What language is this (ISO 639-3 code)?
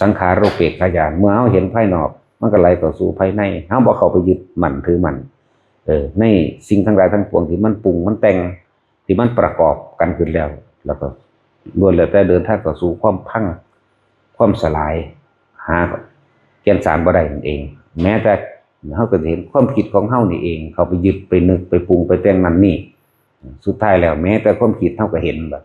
tts